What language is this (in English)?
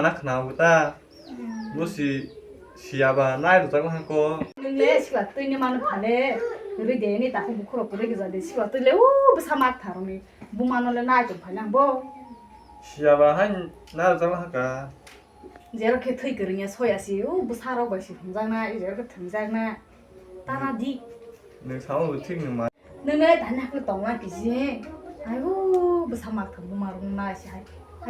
Kok Borok